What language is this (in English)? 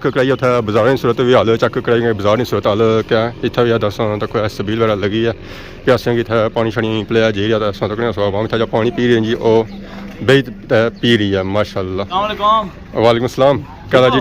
Pahari-Potwari